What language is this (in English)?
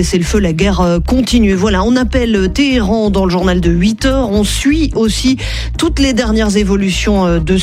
French